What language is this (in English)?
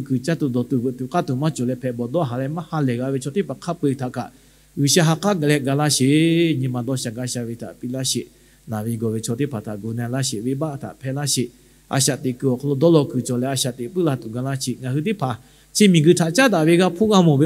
Lahu